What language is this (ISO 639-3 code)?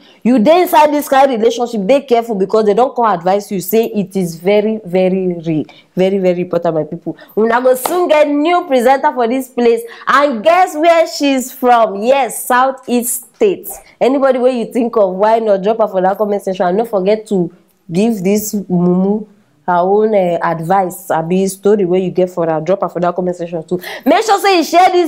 pcm